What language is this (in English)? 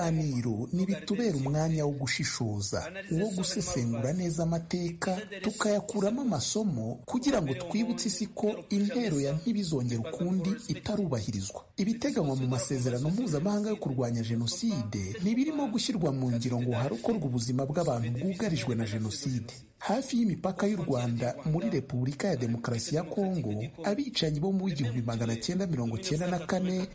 Kinyarwanda